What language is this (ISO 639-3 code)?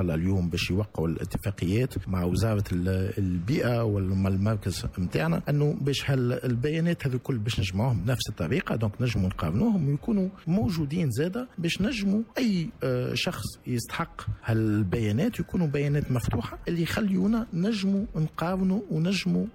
aeb